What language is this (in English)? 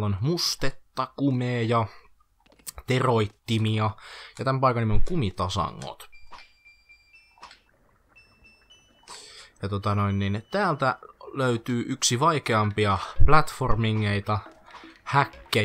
Finnish